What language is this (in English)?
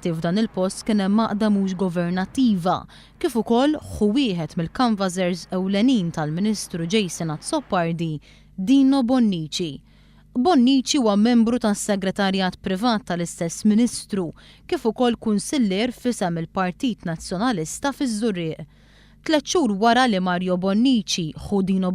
Maltese